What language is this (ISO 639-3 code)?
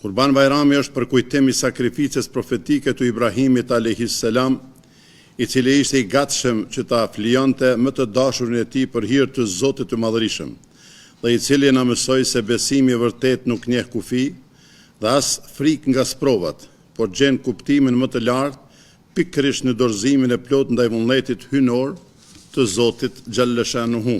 sqi